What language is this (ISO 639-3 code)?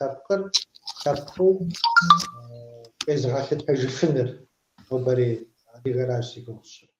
kbd